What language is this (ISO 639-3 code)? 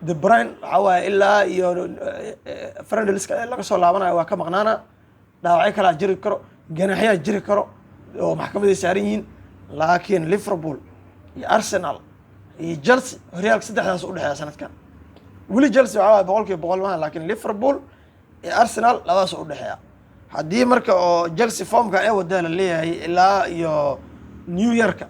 som